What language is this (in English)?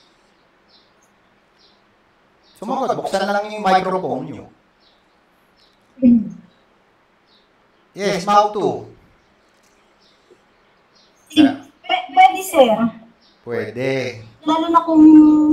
Filipino